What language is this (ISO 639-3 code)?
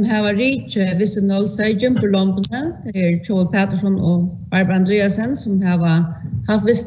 fao